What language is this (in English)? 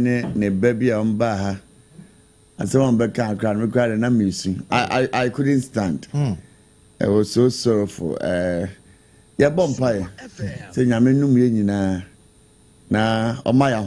Akan